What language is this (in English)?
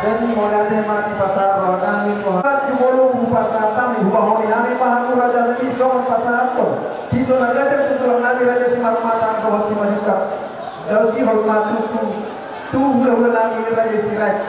Batak Toba